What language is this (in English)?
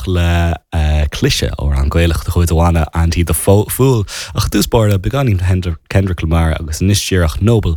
Irish